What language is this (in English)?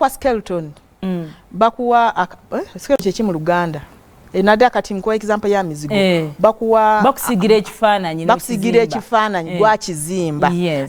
Ganda